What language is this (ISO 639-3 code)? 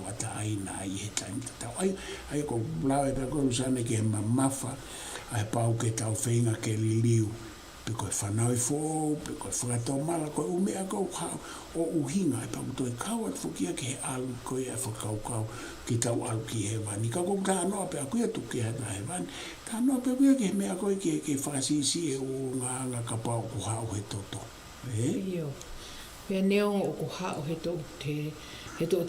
ton